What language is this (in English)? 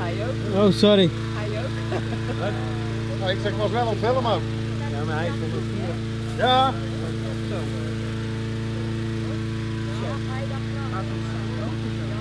Dutch